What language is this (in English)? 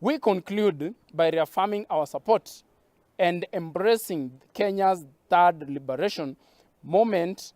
Luo (Kenya and Tanzania)